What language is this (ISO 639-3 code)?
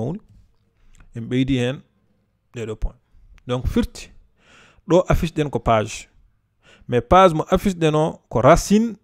ful